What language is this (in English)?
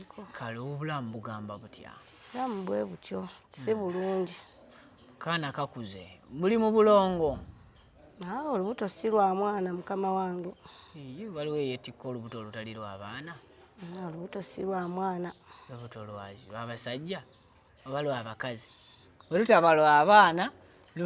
Ganda